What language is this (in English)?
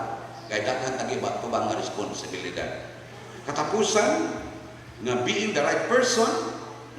Cebuano